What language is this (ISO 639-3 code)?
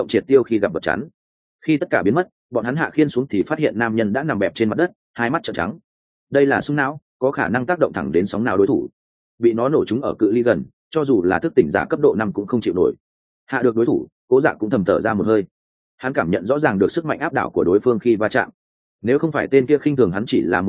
vie